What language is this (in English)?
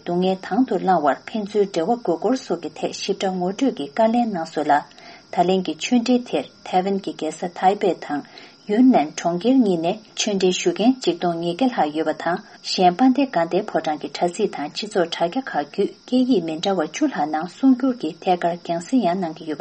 Tibetan